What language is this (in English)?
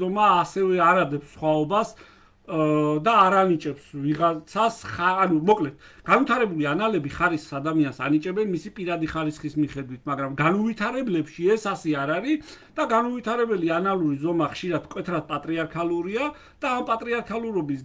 Georgian